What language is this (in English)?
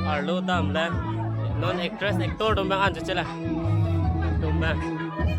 Karbi